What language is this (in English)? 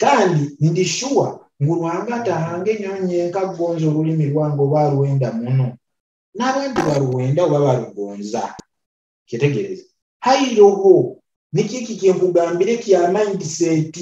Nyoro